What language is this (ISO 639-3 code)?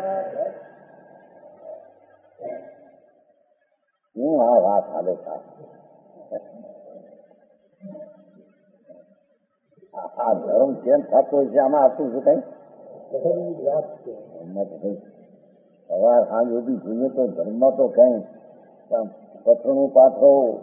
guj